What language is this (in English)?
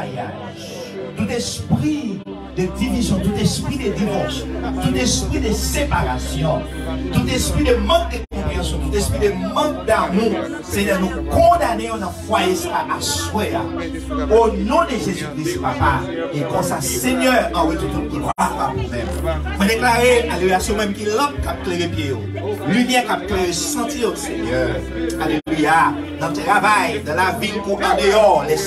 Haitian Creole